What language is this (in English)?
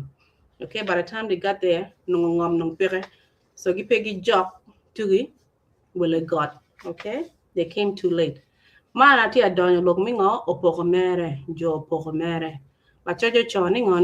Acoli